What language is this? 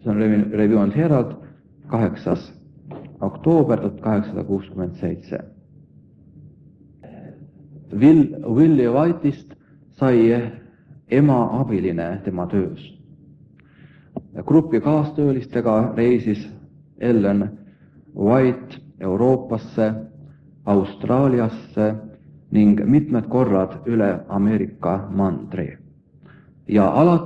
Estonian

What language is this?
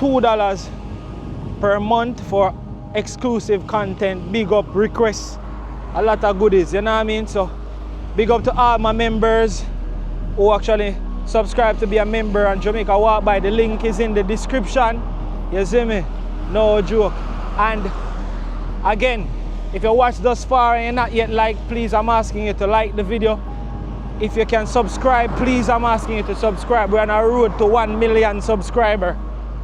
Jamaican Creole English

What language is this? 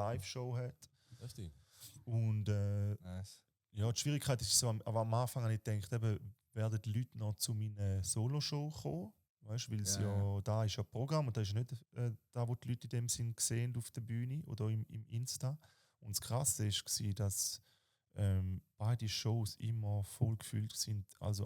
Swiss German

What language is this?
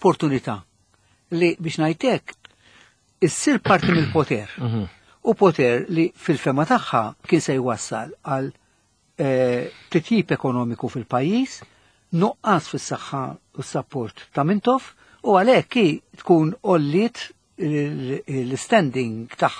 Maltese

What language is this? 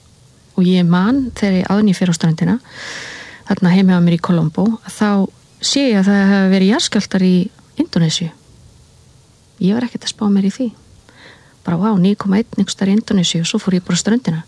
Icelandic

